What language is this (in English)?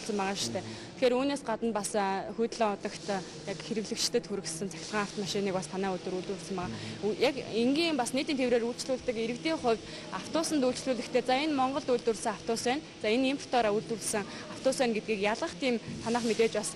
Mongolian